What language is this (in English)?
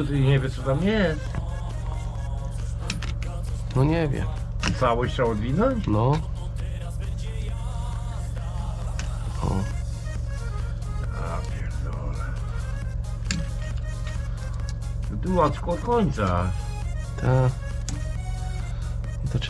Polish